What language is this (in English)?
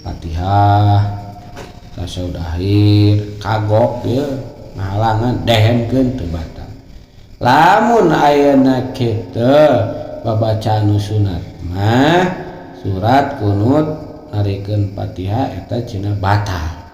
Sundanese